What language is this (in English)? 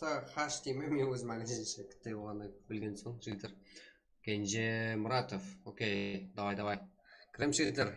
Kara-Kalpak